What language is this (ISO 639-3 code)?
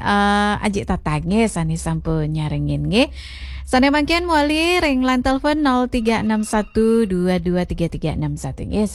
ban